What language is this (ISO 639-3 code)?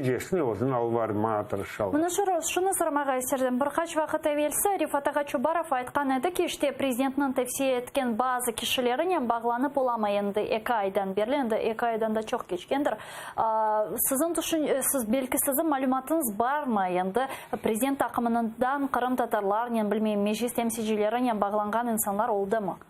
crh